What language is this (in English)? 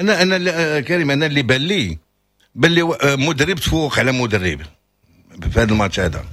Moroccan Arabic